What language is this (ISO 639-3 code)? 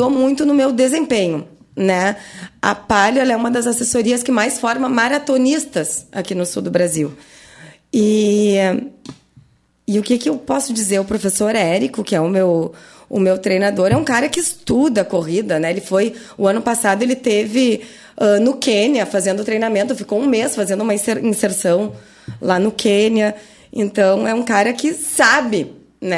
por